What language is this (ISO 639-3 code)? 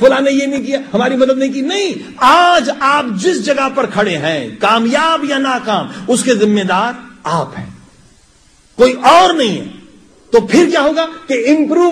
urd